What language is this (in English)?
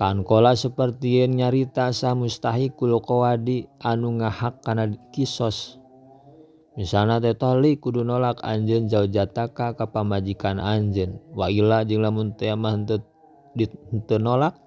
Sundanese